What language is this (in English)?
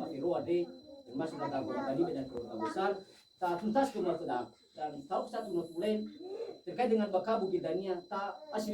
Nias